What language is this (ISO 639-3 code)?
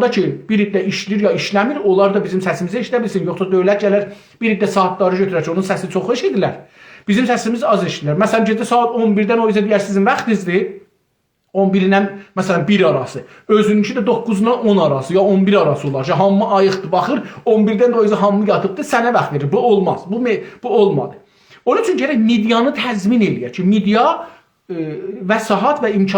azb